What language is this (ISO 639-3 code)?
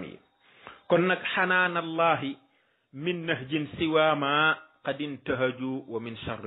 wol